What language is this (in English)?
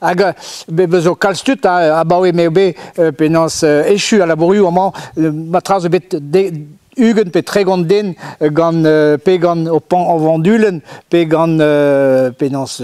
Breton